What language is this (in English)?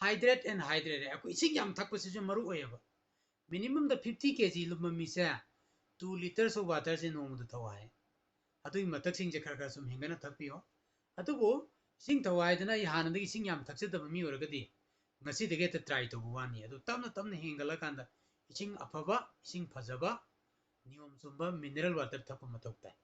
Manipuri